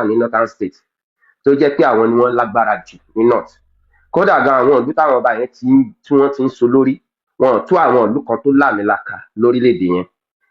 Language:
Yoruba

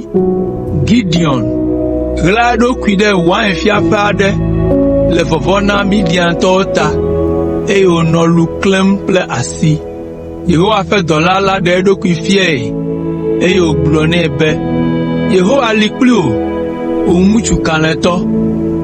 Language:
Ewe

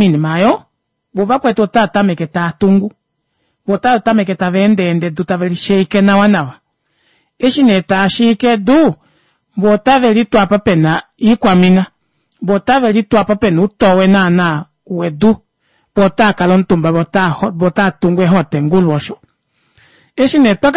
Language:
Kuanyama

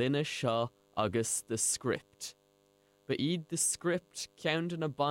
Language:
Irish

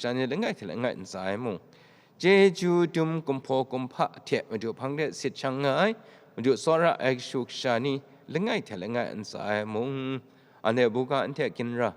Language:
Kachin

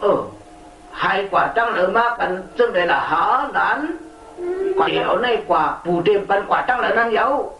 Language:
Shan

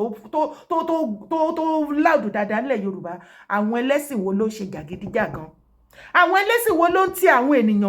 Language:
Yoruba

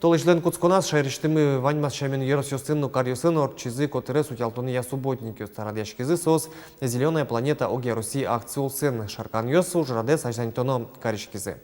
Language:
Udmurt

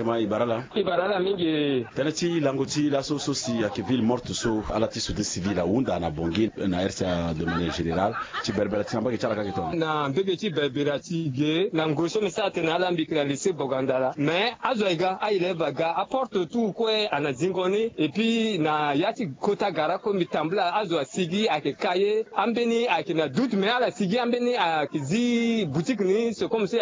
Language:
Sango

